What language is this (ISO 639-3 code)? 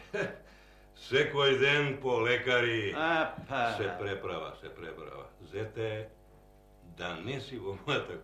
mkd